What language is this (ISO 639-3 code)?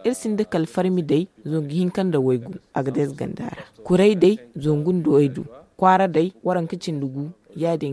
dje